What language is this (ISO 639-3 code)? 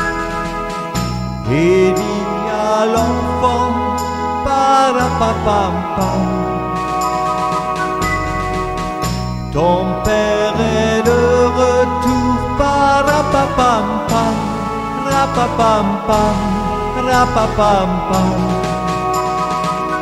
fra